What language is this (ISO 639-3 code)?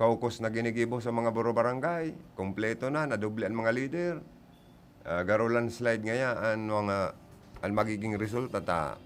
bik